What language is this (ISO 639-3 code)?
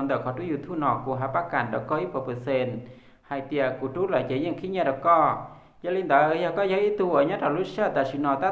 hmn